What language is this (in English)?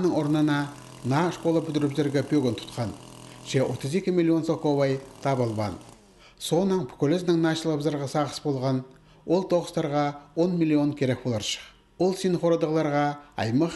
Khakas